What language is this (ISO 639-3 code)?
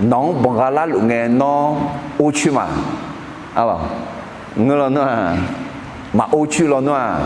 ahk